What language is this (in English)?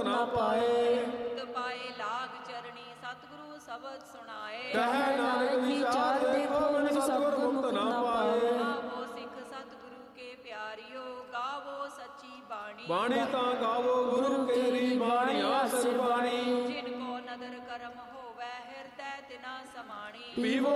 Punjabi